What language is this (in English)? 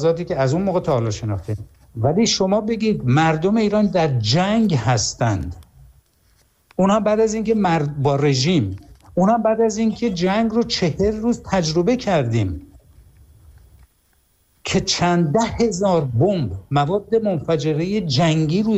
Persian